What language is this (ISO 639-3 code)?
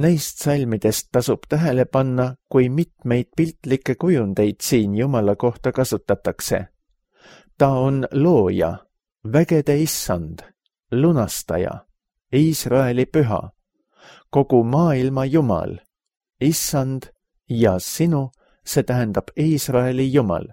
est